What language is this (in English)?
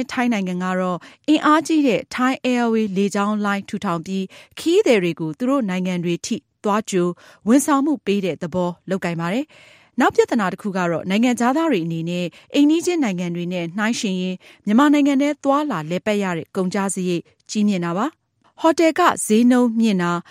Burmese